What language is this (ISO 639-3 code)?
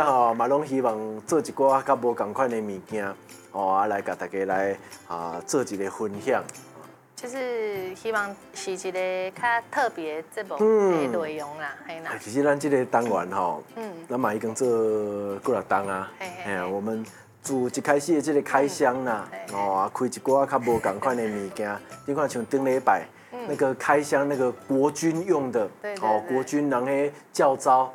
nan